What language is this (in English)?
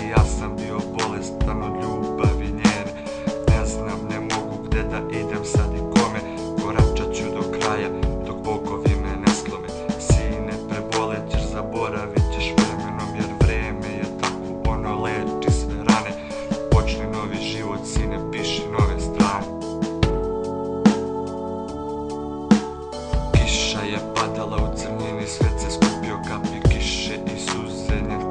Serbian